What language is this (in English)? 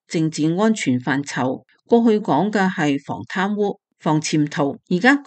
Cantonese